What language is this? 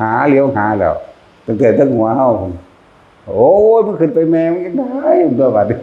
Northeastern Thai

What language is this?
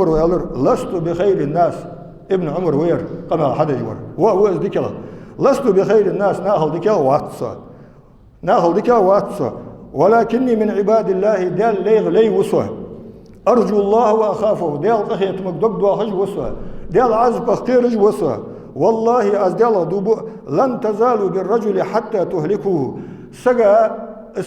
Ingush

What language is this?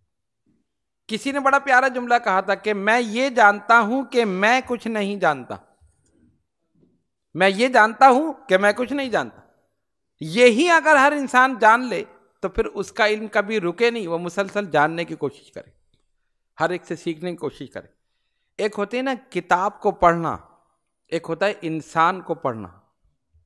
Urdu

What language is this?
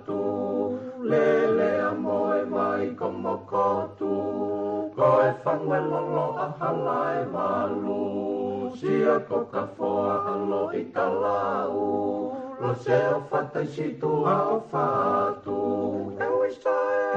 Tongan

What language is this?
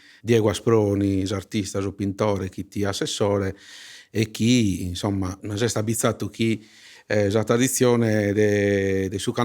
Sardinian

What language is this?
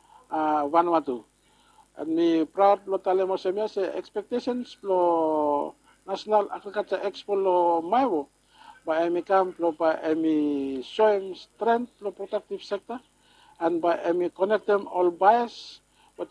Bislama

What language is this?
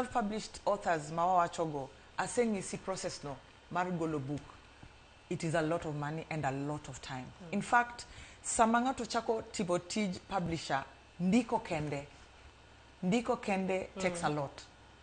Luo (Kenya and Tanzania)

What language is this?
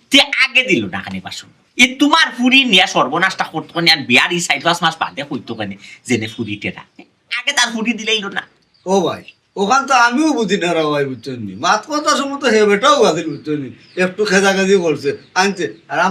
Sylheti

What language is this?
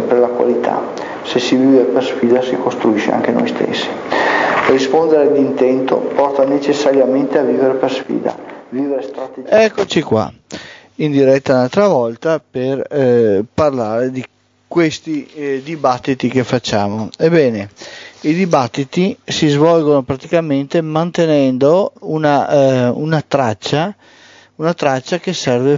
Italian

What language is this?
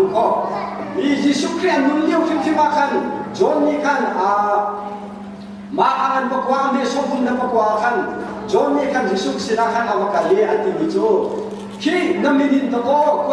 Hakha Chin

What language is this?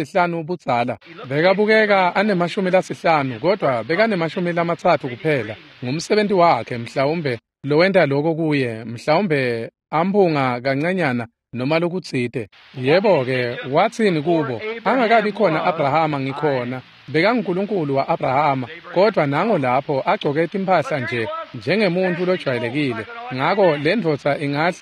Swati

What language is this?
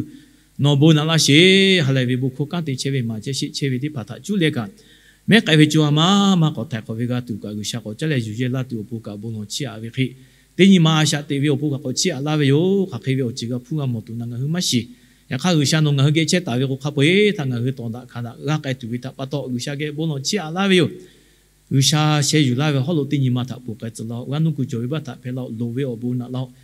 Lahu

